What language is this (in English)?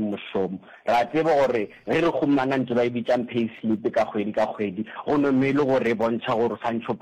Northern Sotho